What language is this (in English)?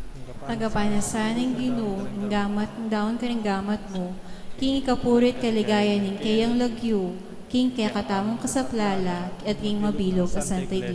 Pampanga